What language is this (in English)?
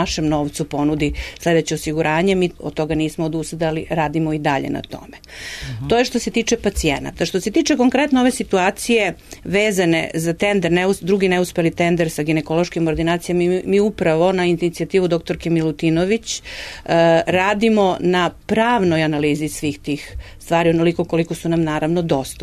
Serbian